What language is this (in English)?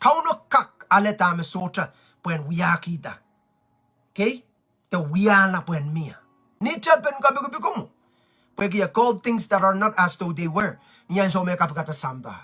Pohnpeian